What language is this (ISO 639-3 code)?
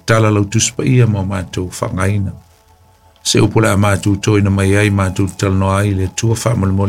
smo